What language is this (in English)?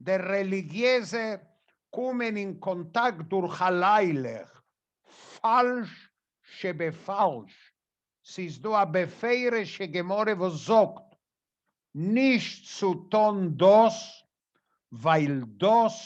Yiddish